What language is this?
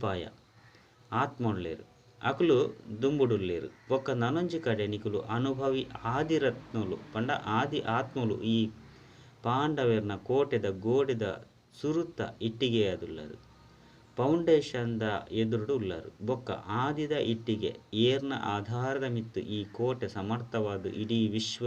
Tulu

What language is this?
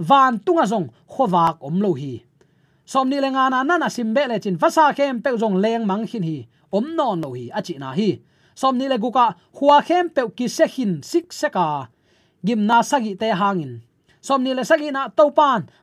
Tedim Chin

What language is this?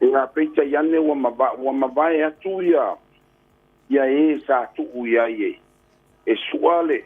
Samoan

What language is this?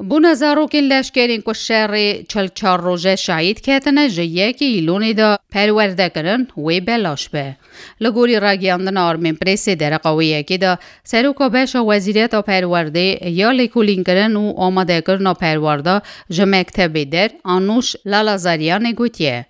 Kurdish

